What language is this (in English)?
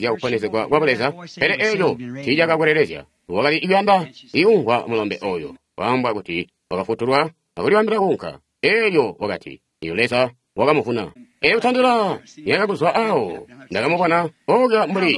Tonga (Zambia)